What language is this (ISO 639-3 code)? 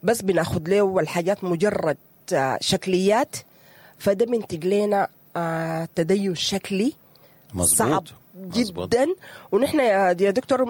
apd